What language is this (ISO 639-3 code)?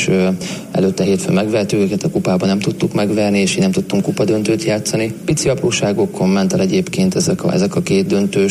hun